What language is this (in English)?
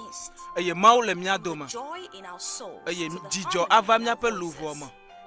Ewe